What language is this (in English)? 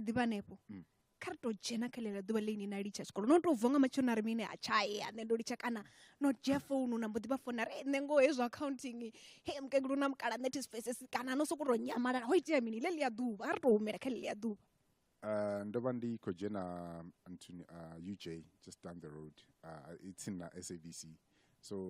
Venda